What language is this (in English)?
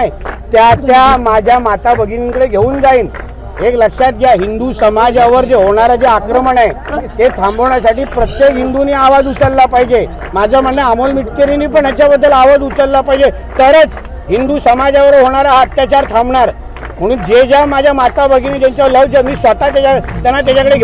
Marathi